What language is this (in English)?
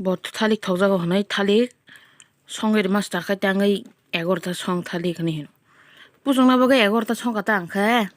Kok Borok